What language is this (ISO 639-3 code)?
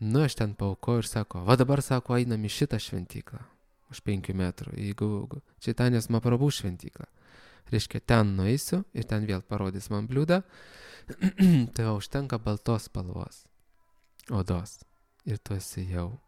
lit